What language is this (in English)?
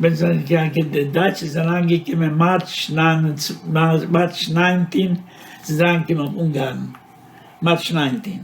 Yiddish